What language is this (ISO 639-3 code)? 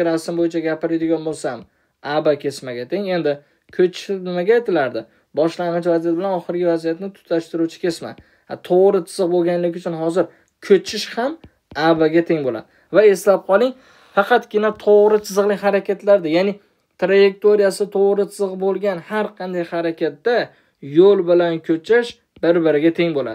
uzb